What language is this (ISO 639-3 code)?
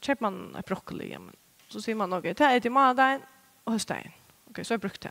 fao